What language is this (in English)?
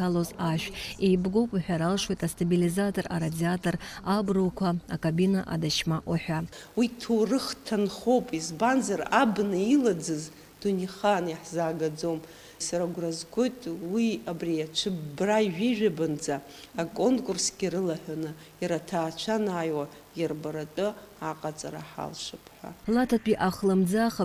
Abkhazian